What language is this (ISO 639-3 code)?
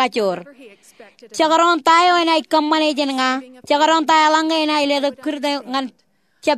mah